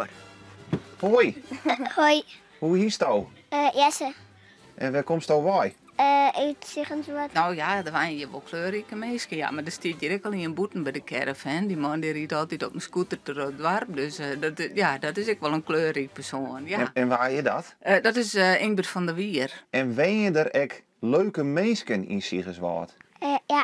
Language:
Western Frisian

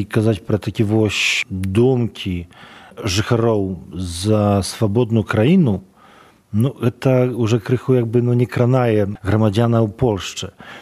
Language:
Belarusian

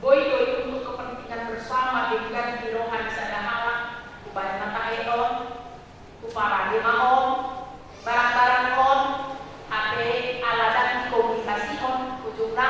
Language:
Batak Toba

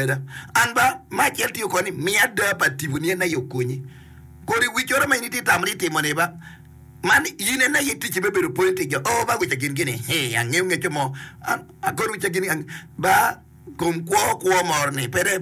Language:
Acoli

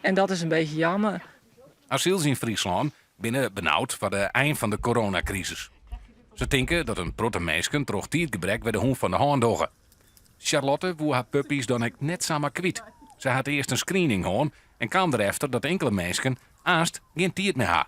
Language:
Western Frisian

